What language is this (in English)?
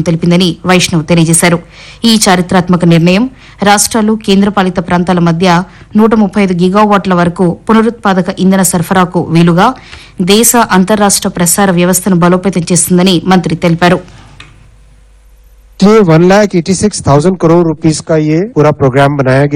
Telugu